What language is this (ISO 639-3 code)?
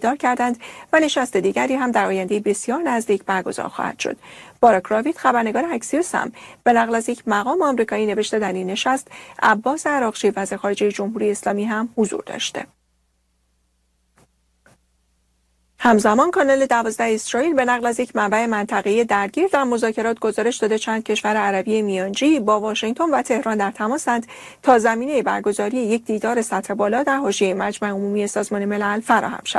fas